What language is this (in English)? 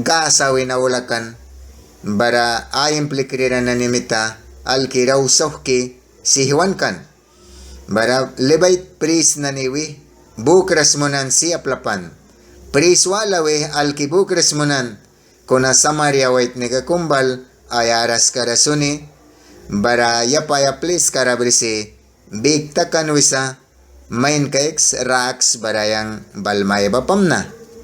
Mískito